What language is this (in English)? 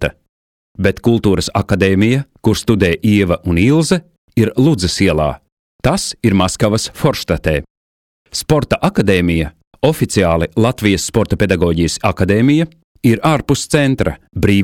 Latvian